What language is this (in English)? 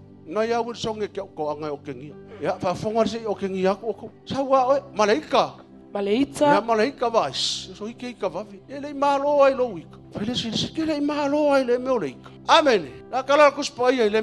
Samoan